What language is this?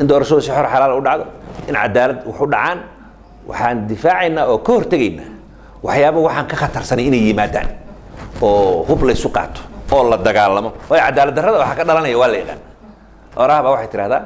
Somali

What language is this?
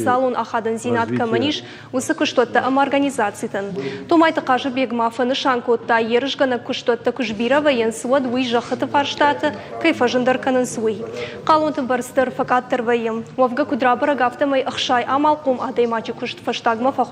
Ossetic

